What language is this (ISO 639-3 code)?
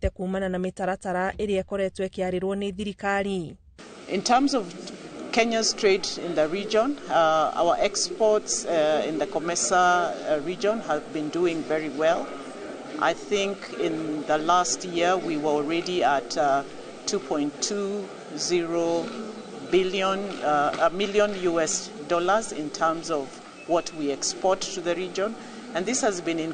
kik